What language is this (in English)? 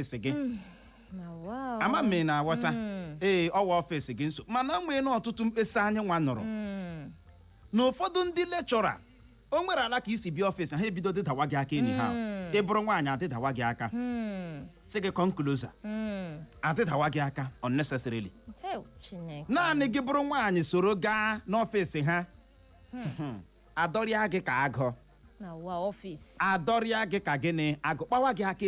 Igbo